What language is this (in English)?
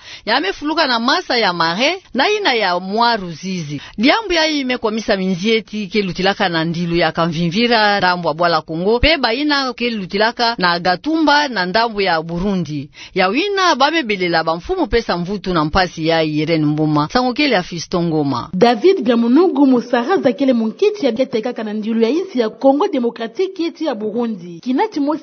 Kituba (Democratic Republic of Congo)